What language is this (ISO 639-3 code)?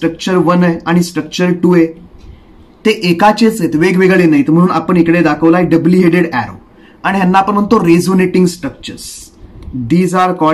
mar